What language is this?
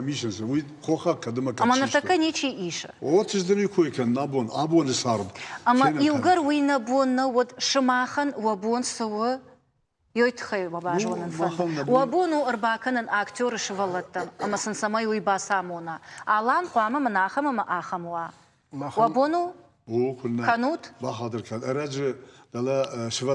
Ossetic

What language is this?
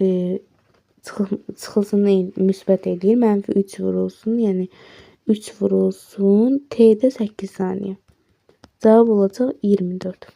Azerbaijani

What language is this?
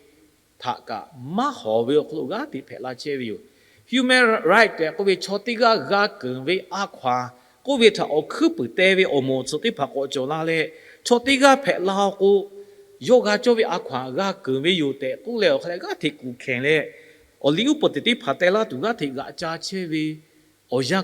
Lahu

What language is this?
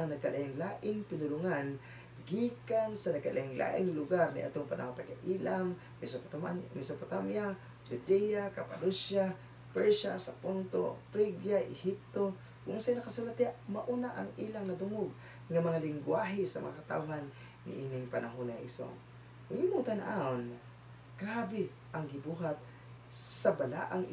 Cebuano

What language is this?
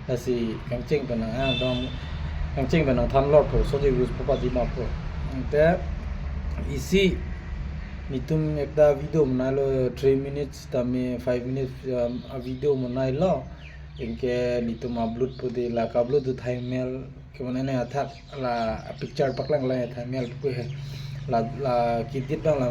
Karbi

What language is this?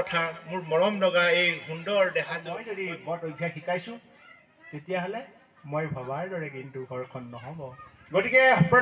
Assamese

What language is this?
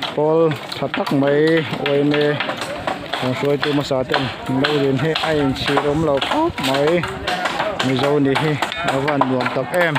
Mizo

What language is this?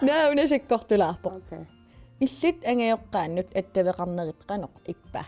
Kalaallisut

